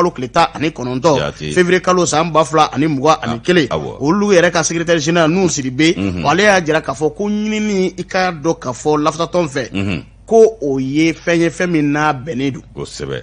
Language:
Bambara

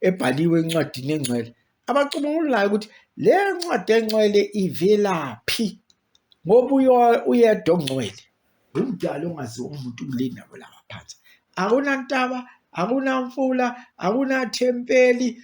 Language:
Zulu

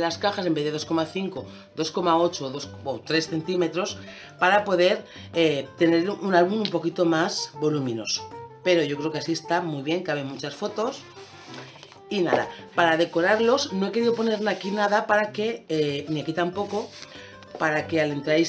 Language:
Spanish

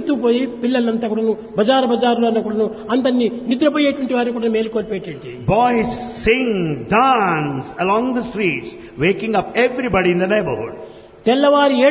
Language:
Telugu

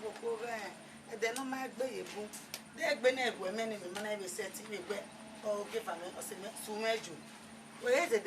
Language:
Bini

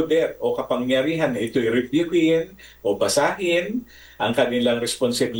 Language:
Filipino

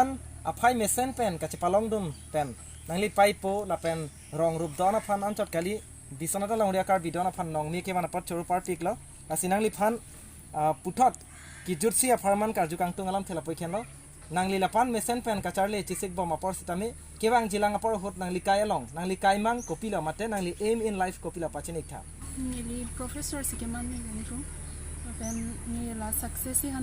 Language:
Karbi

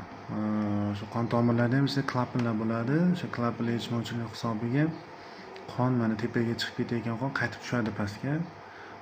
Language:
Uzbek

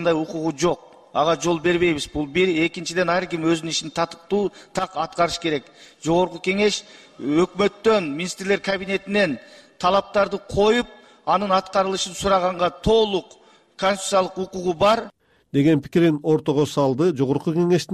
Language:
Kyrgyz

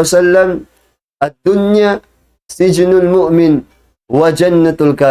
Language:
Tausug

